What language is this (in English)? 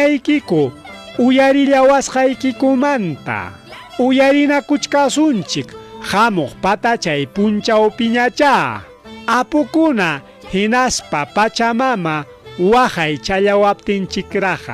Ayacucho Quechua